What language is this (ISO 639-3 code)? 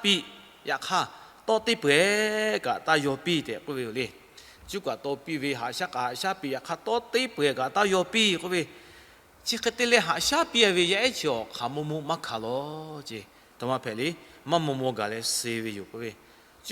lhu